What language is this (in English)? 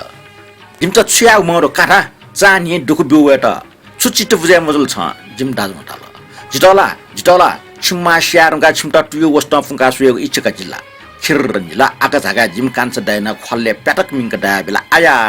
Newari